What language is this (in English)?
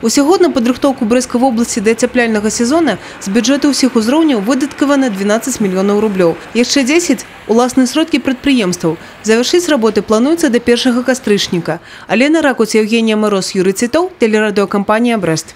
Belarusian